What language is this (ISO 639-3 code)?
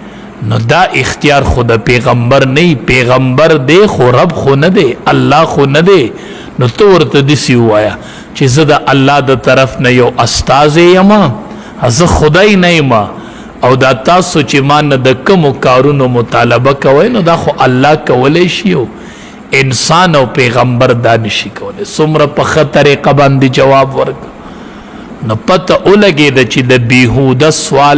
pus